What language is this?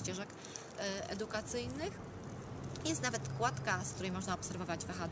Polish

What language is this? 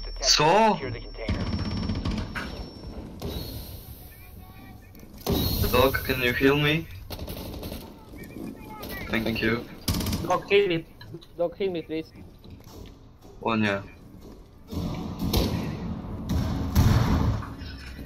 Polish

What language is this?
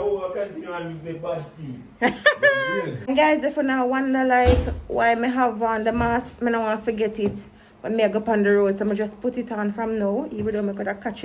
Jamaican Creole English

